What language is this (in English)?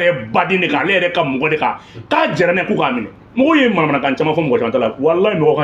Bambara